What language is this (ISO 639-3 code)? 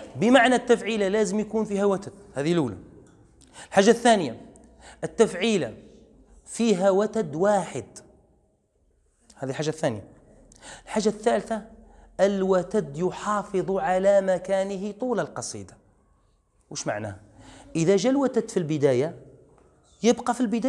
arq